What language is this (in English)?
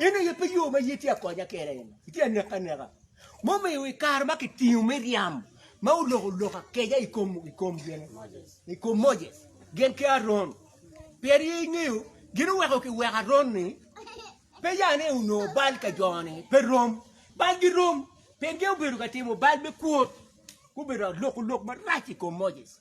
Acoli